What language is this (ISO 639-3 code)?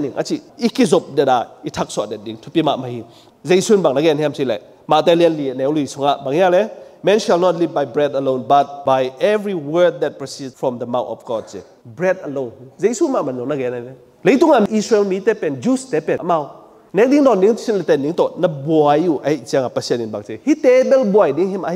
ctd